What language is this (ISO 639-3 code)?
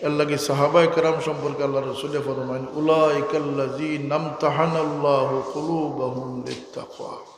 syl